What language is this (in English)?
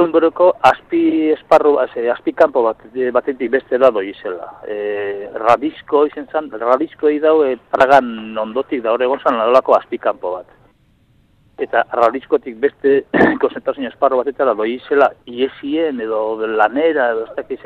Basque